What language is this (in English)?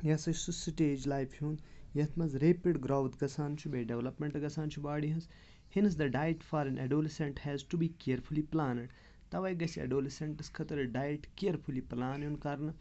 Kashmiri